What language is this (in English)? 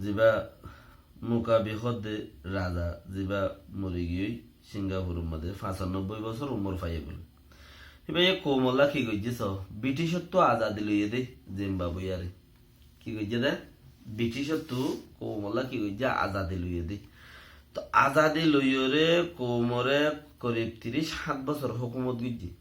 Rohingya